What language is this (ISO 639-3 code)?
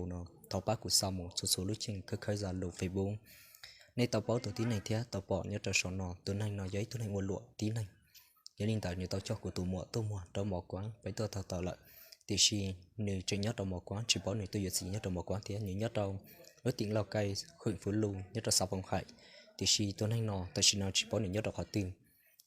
hmn